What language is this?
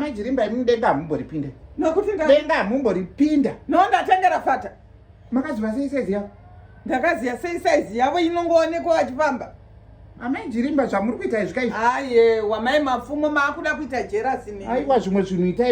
Shona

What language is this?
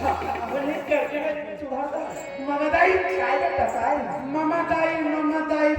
Chhattisgarhi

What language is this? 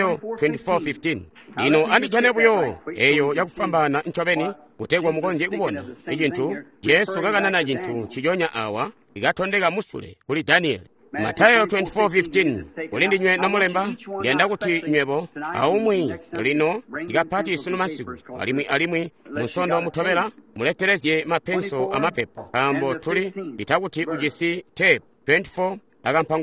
Tonga (Zambia)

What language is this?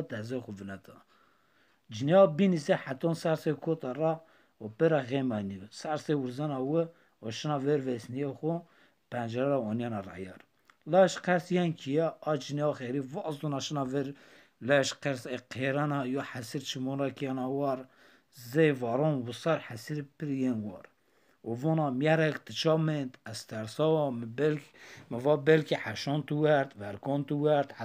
Zaza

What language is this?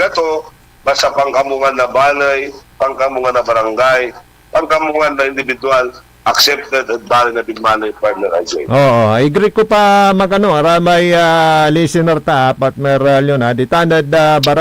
Pangasinan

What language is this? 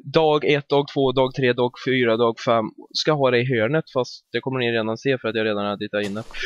Swedish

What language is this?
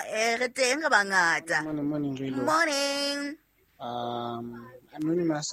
Southern Sotho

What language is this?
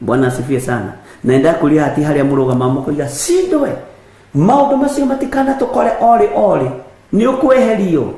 Kikuyu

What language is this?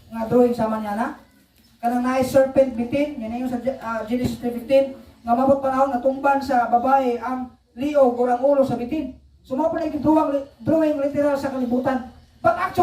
Cebuano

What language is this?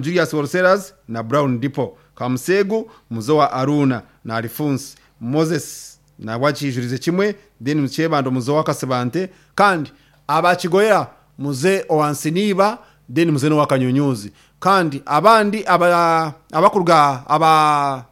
Nyankole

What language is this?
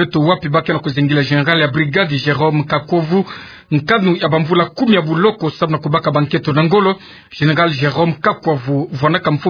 Kituba (Democratic Republic of Congo)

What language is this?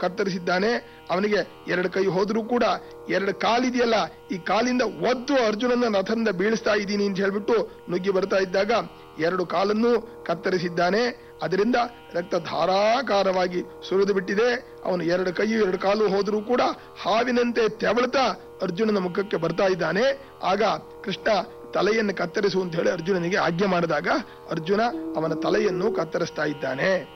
Kannada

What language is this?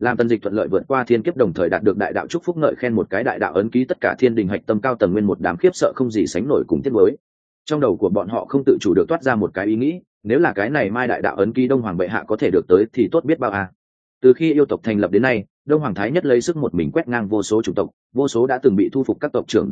Vietnamese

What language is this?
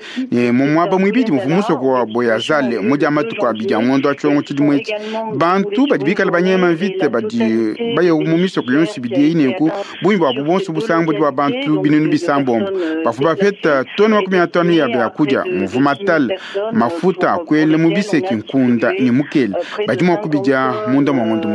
Luba-Lulua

